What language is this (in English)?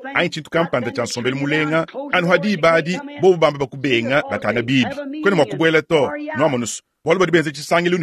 Luba-Lulua